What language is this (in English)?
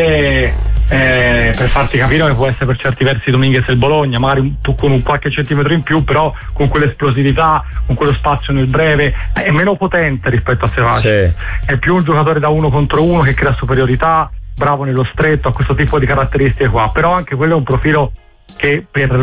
Italian